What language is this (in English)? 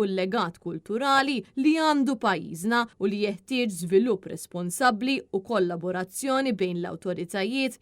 Maltese